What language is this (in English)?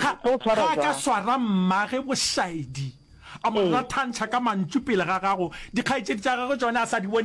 Northern Sotho